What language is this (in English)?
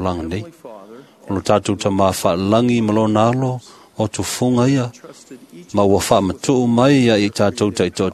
Samoan